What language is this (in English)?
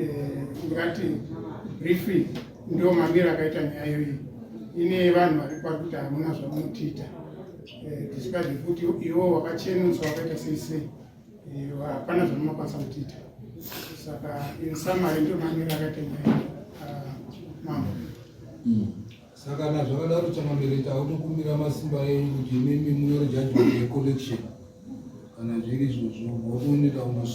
Shona